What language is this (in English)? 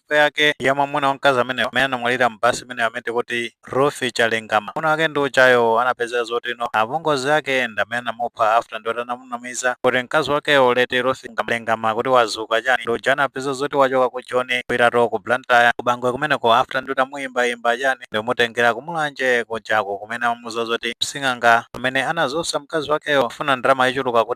Nyanja